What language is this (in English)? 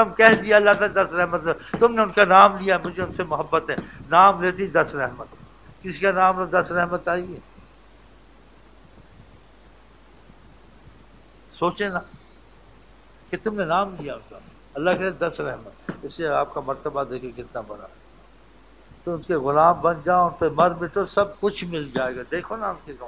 Urdu